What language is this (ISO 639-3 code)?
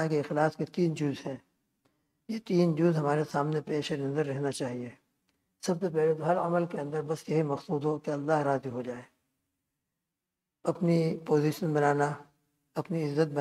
urd